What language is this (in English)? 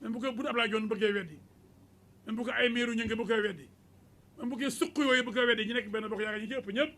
Wolof